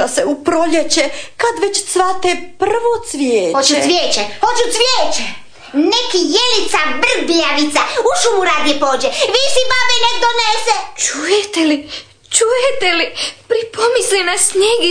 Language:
Croatian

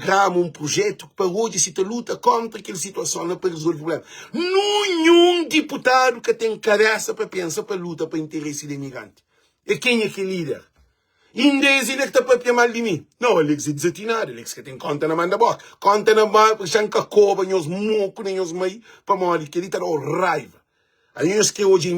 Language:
Kabuverdianu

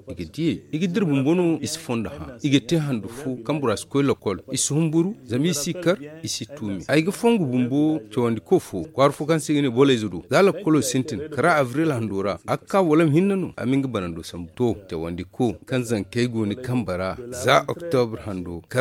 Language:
Zarma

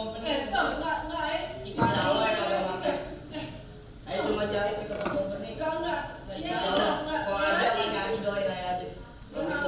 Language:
Betawi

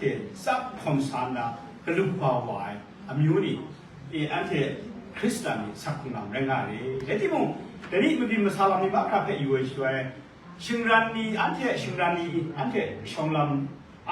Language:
Kachin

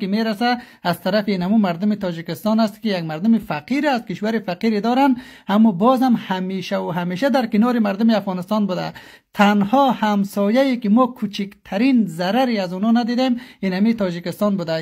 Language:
Persian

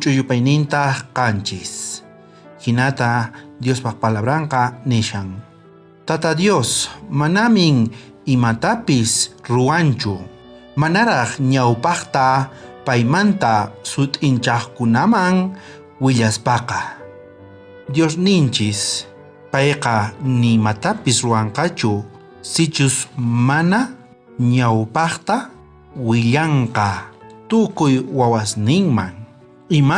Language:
South Bolivian Quechua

